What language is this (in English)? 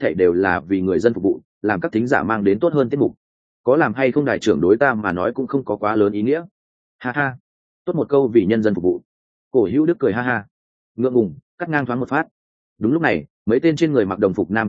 Vietnamese